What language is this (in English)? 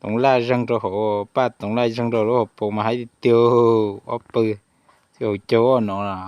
Hmong